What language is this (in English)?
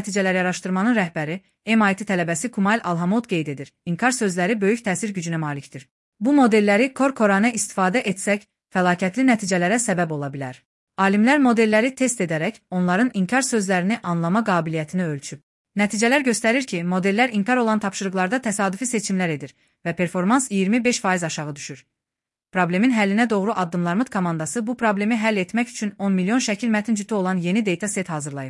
Azerbaijani